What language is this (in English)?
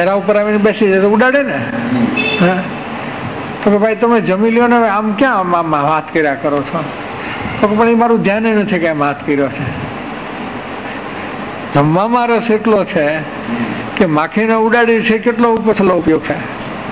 Gujarati